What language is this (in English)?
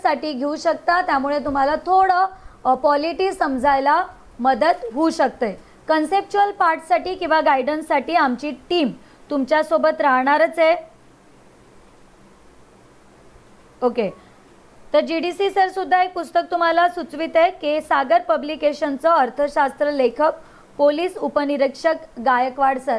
Marathi